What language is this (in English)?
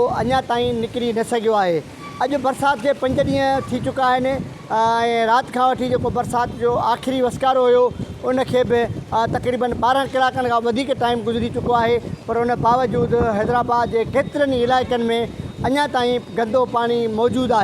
Sindhi